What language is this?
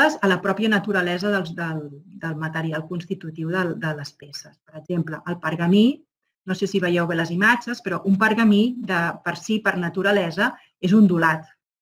Catalan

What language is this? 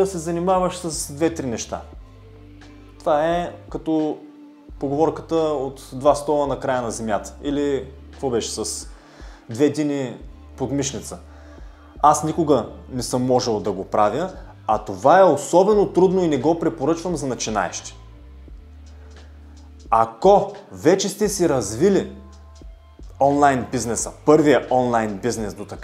Bulgarian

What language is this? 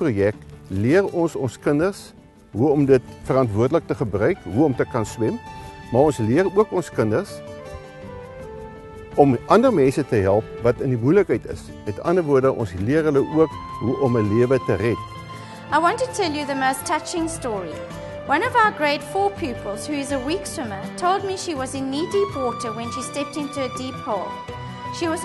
Afrikaans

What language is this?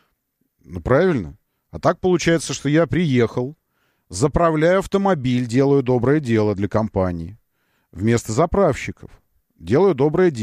Russian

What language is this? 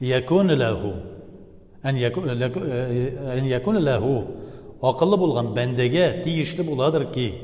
Tatar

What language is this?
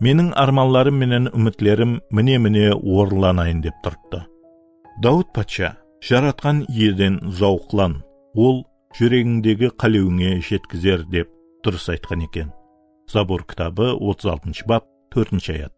Kara-Kalpak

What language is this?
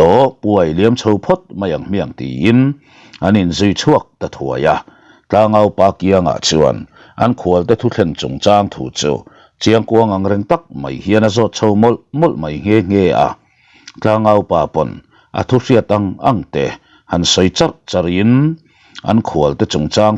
Mizo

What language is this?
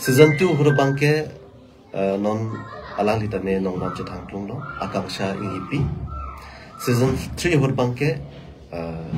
Karbi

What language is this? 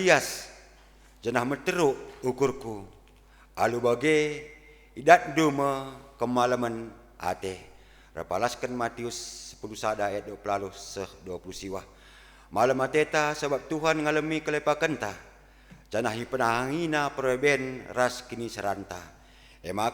Batak Karo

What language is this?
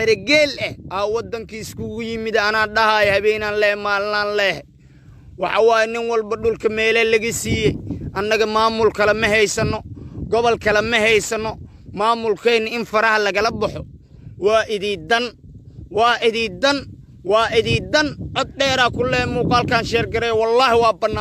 Somali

